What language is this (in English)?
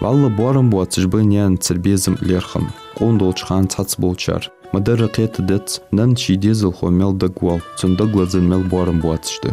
Ingush